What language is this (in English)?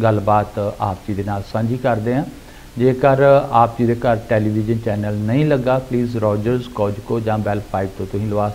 Punjabi